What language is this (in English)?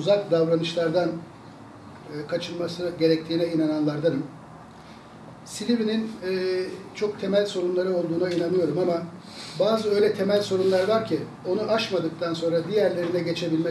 Turkish